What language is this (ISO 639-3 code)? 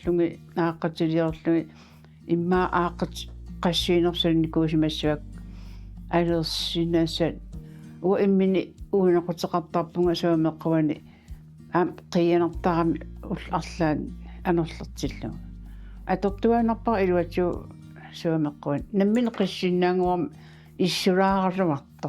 kal